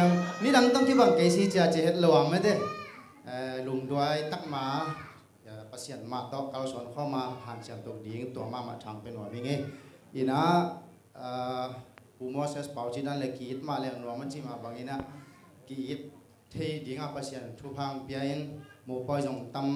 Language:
Tedim Chin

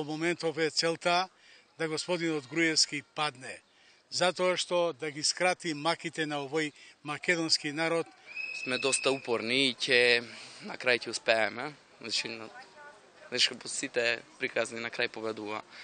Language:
Macedonian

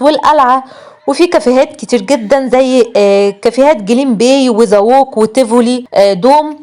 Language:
Egyptian Arabic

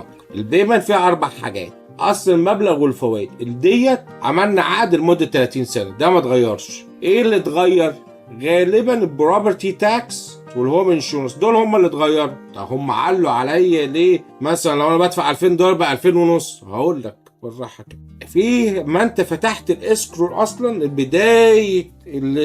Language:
Egyptian Arabic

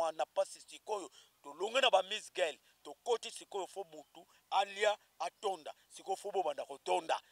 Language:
Lingala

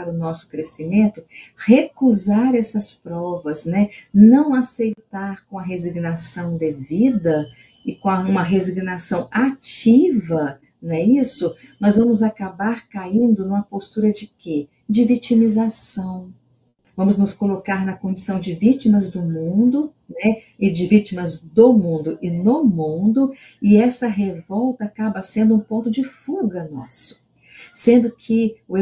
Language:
Portuguese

